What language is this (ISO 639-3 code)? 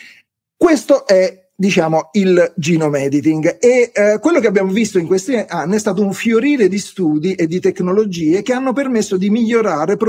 ita